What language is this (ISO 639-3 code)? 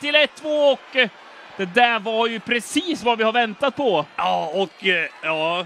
swe